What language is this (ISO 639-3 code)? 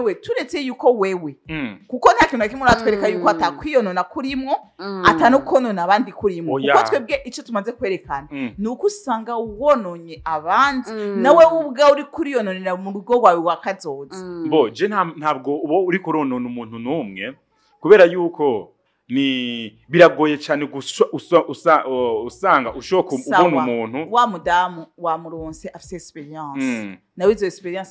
run